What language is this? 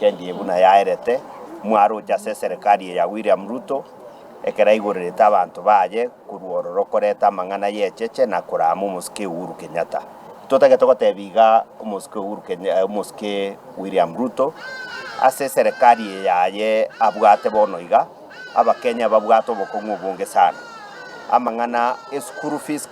Gusii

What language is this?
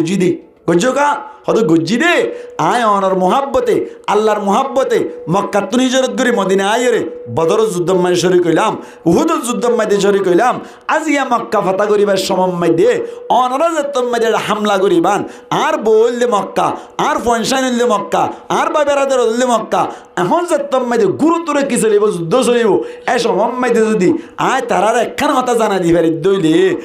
Rohingya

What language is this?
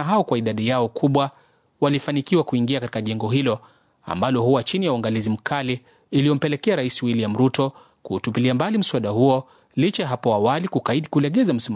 Swahili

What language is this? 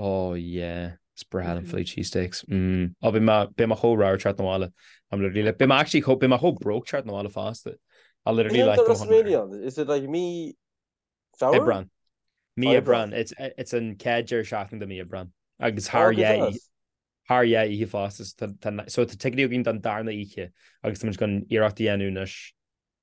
Irish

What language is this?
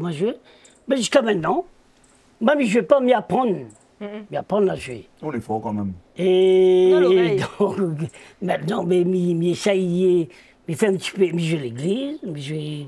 Réunion Creole French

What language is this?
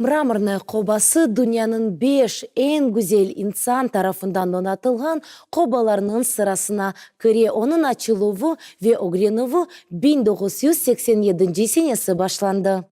Crimean Tatar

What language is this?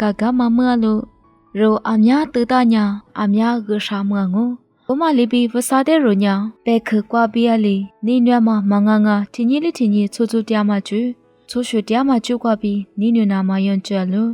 Lisu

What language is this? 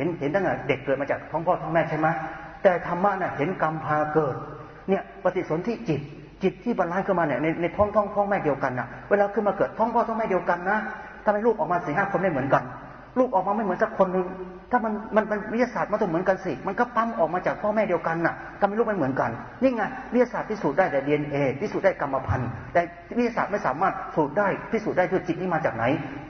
Thai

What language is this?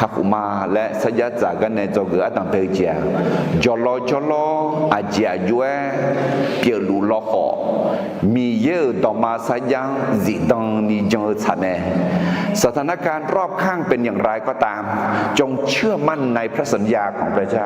Akha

